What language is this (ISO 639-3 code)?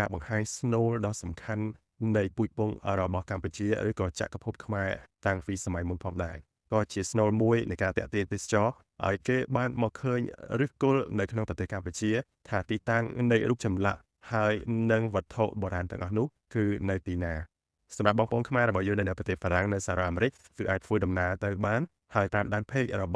khm